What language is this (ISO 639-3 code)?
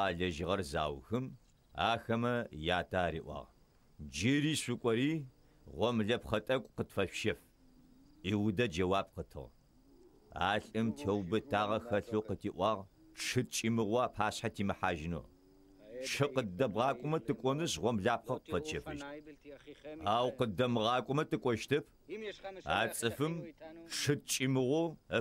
ady